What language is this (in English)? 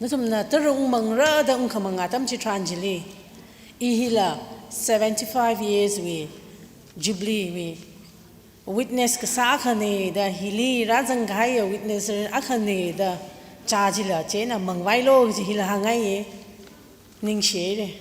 Tangkhul Naga (India)